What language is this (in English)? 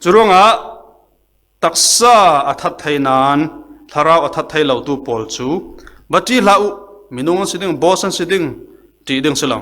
Falam Chin